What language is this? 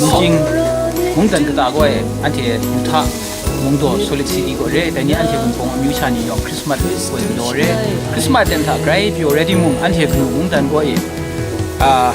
Kachin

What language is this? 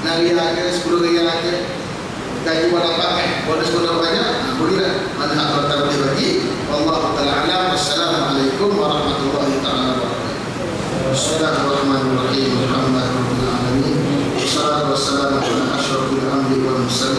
Malay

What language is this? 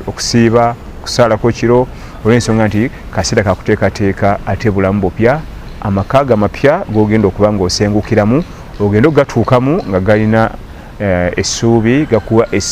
Ganda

